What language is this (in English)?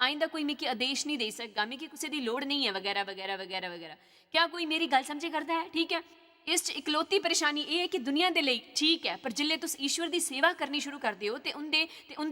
Dogri